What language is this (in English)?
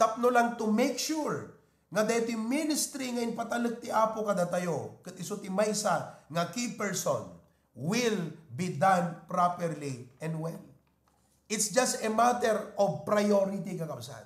Iloko